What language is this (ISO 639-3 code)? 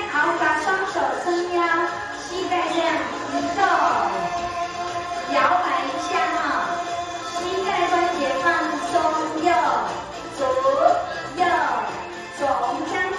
zho